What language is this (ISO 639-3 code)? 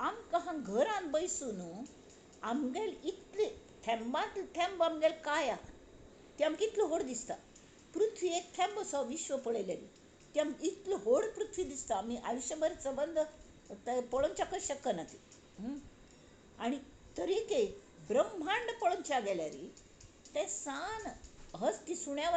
kok